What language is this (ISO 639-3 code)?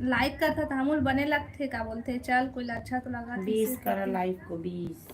hne